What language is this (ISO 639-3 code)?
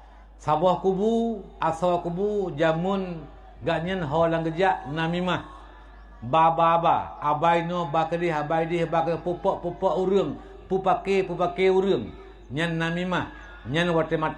ace